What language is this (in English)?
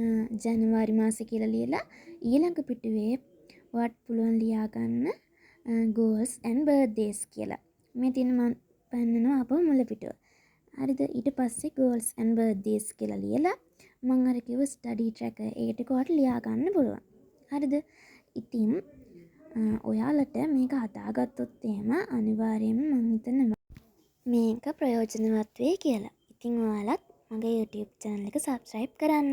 Sinhala